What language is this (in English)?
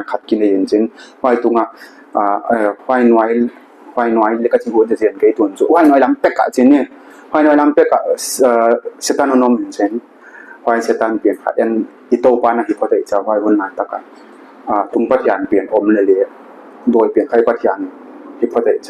Paite Chin